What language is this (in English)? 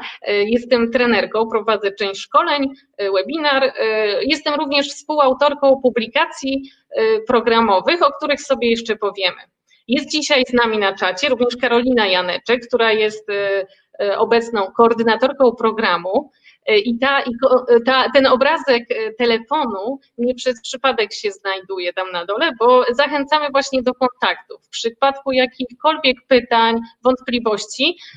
Polish